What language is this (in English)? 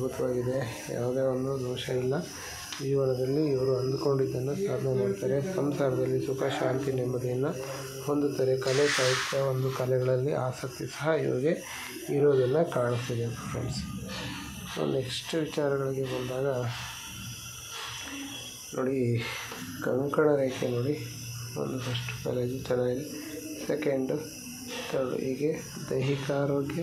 Kannada